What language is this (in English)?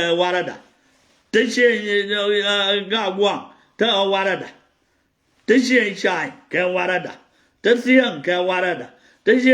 Nuer